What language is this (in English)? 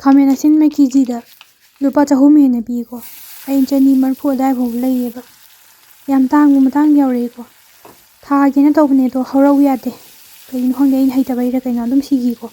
Manipuri